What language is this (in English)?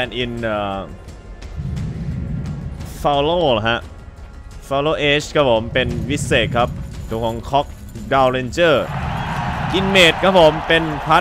Thai